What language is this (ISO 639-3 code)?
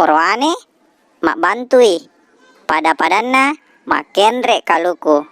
bug